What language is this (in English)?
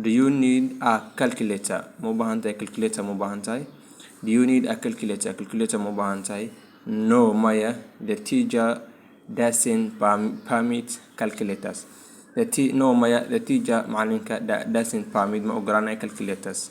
Somali